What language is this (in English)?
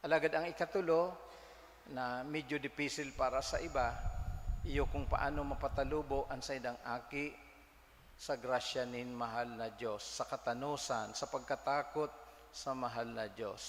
Bikol